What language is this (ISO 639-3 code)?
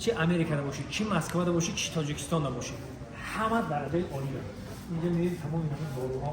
tgk